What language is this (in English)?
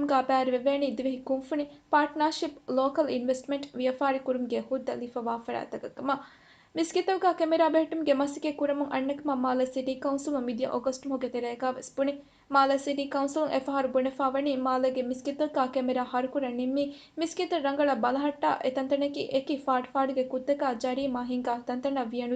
Divehi